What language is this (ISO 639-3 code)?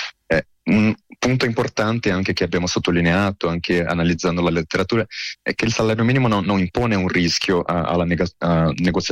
ita